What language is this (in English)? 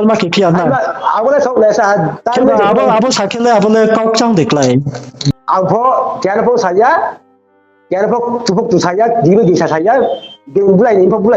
Riang (India)